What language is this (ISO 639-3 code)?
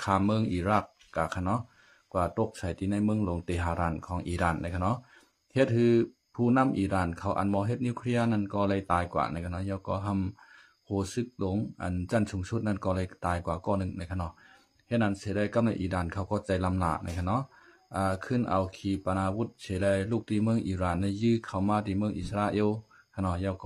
shn